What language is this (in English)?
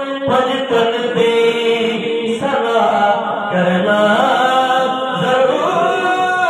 Urdu